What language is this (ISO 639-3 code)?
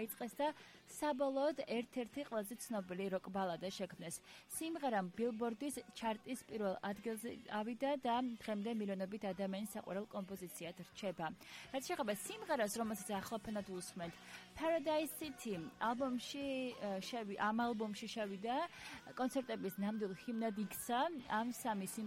kat